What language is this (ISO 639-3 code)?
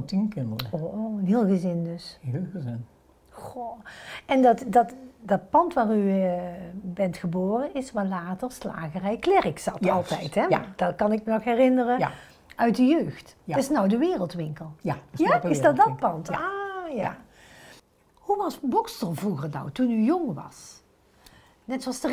nld